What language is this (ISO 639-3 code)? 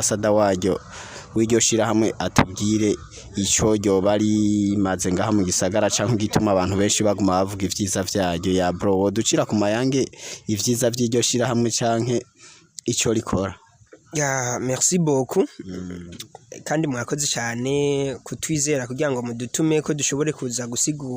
run